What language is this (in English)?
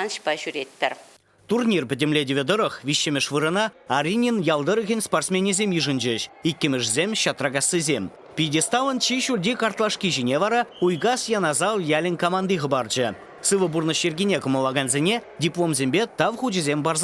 Chuvash